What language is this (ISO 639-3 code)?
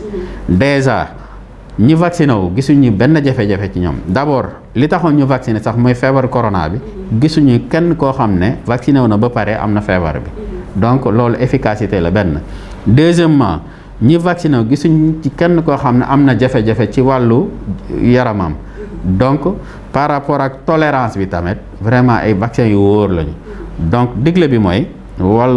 wol